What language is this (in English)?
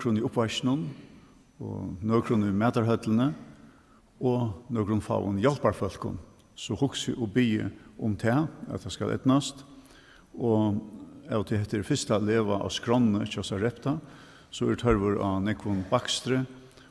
Faroese